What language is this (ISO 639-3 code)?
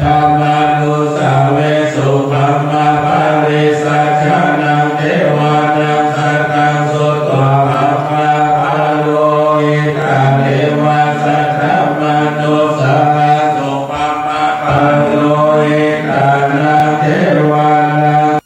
pli